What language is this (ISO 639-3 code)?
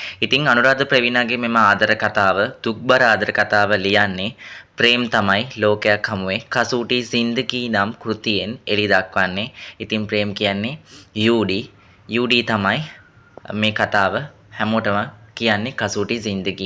sin